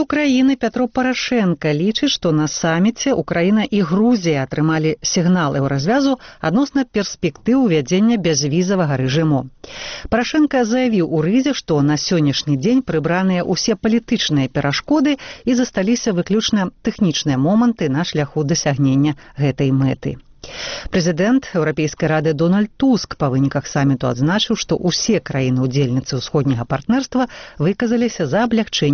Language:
Belarusian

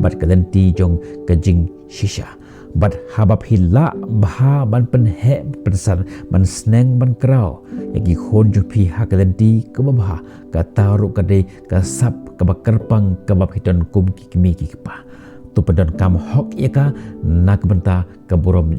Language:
Khasi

